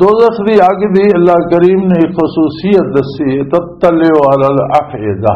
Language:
Western Panjabi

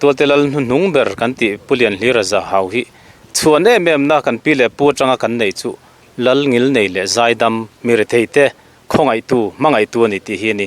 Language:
Mizo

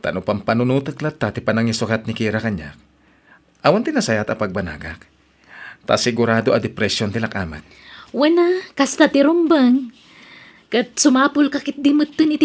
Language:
Iloko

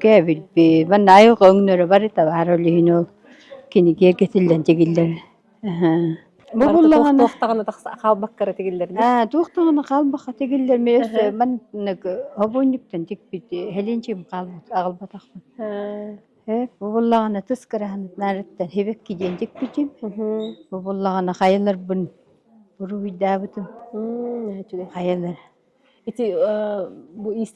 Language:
Yakut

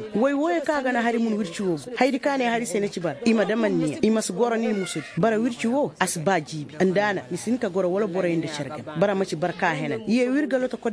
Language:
Koyraboro Senni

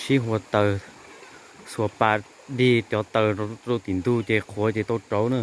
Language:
Hmong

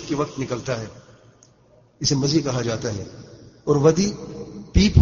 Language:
Urdu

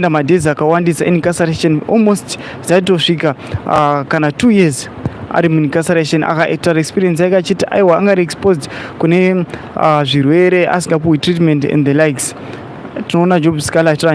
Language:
Shona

